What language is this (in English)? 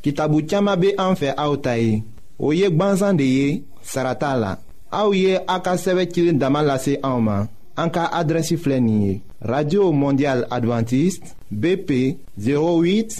Bambara